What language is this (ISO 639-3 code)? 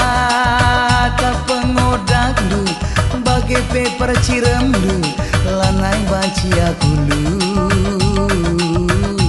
btx